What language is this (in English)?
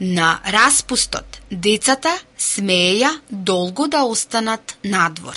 Macedonian